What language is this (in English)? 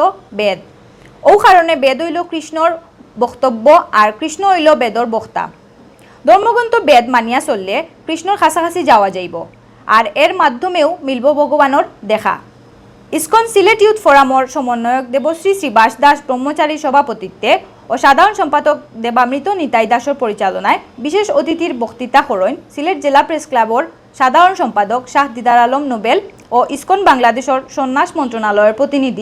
Sylheti